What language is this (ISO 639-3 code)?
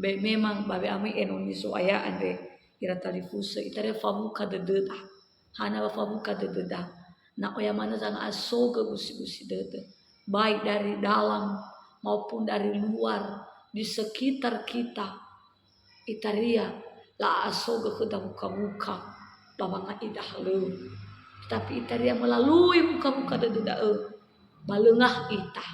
nia